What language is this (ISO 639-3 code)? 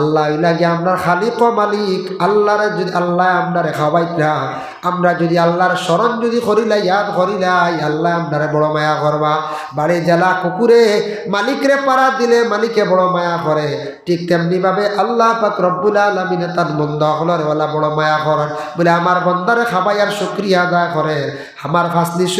syl